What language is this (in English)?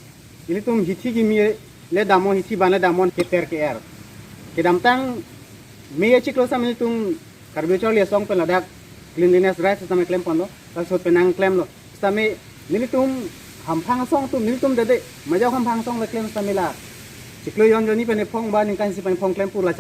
Karbi